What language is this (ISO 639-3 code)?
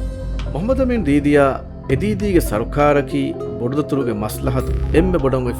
div